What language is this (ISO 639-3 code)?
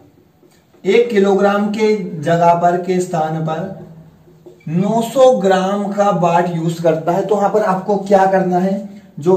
hin